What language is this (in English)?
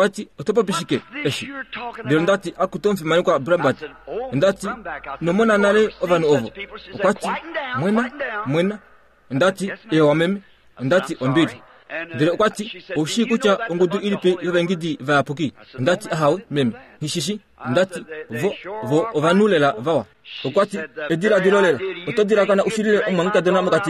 Kuanyama